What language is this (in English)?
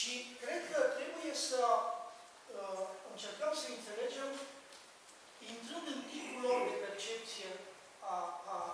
Romanian